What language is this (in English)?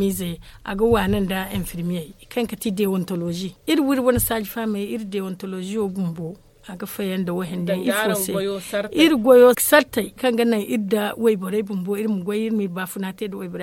Zarma